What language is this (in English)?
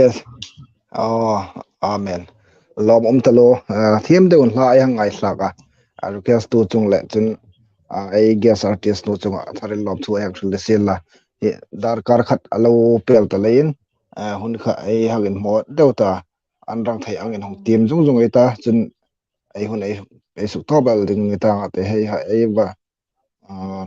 Hmar